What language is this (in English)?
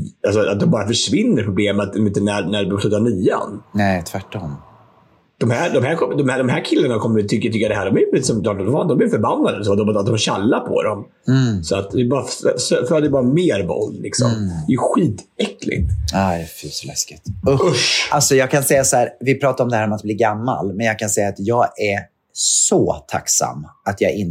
Swedish